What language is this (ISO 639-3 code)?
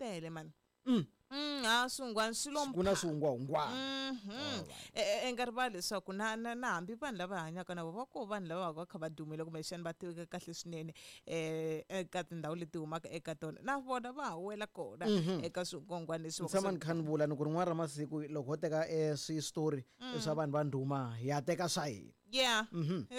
tso